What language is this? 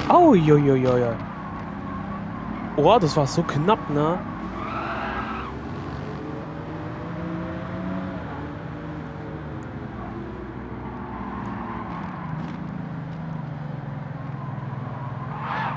German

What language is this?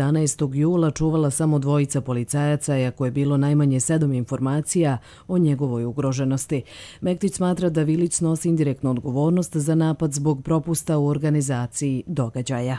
Croatian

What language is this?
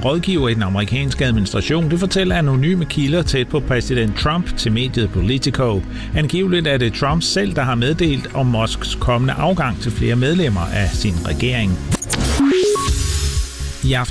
Danish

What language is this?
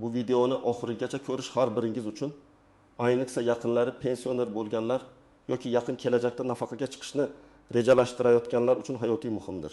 Uzbek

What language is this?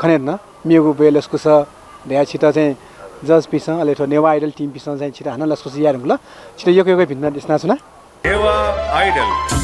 Newari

